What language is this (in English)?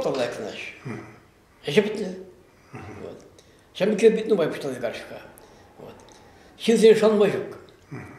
Chuvash